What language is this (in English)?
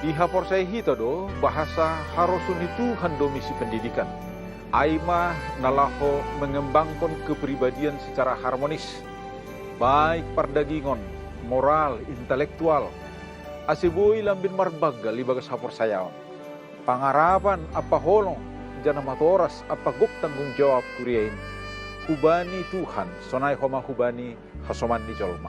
Batak Simalungun